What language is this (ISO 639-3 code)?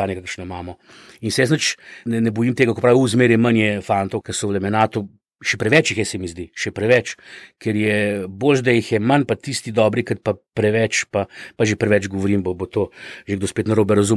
slv